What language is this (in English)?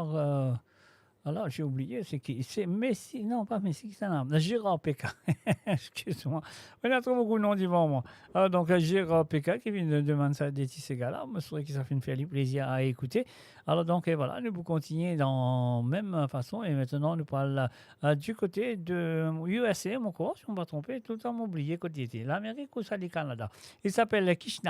Morisyen